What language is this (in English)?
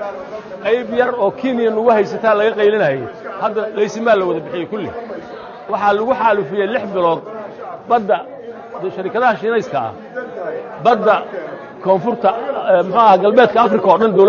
Somali